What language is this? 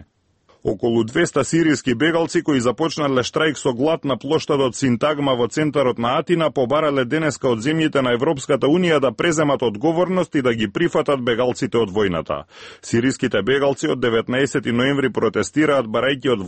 Macedonian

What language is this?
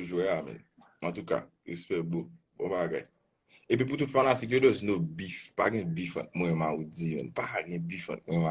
Haitian Creole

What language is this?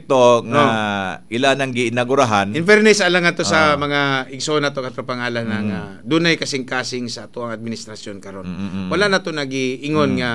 Cebuano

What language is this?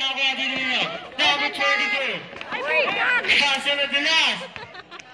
Filipino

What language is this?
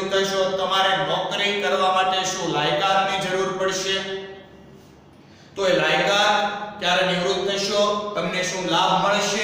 Gujarati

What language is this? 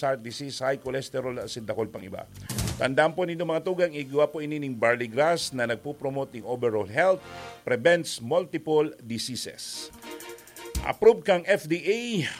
Bikol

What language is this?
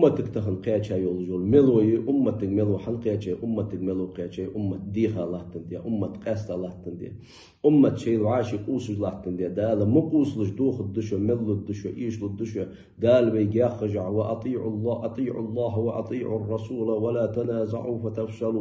Ingush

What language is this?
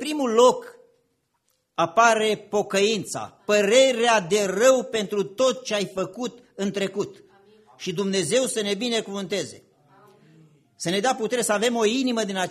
Romanian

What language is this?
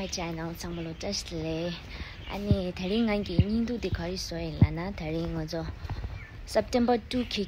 Tibetan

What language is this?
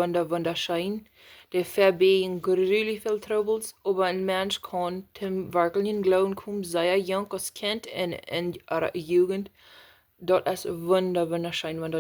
Plautdietsch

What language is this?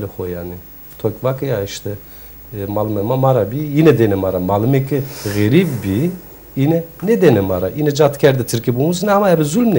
Zaza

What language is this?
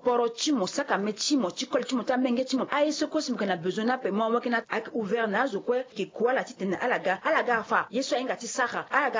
Sango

